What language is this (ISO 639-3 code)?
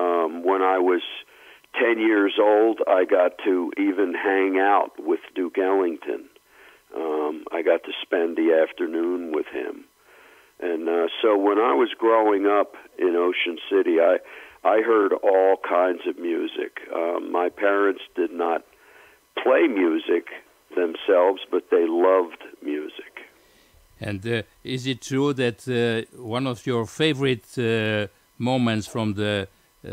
eng